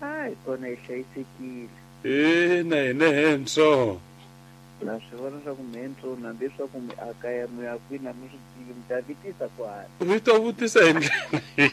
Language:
Tsonga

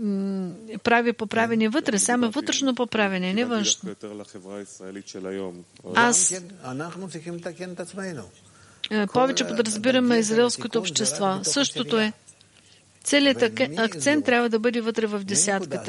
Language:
Bulgarian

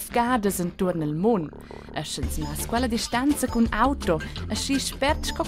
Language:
Romansh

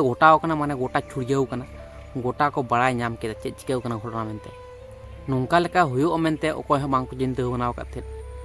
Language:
Santali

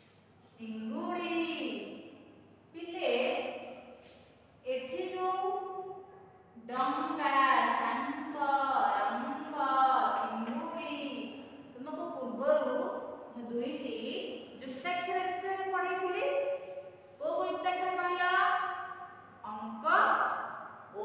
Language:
Odia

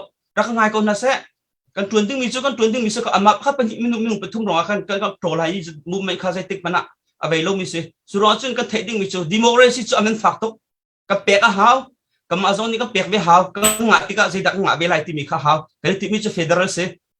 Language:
Hakha Chin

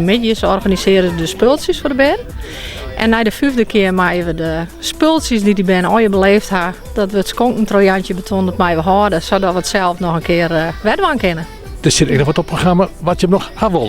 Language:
Western Frisian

